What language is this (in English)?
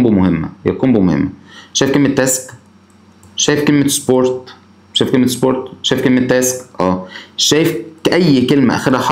Egyptian Arabic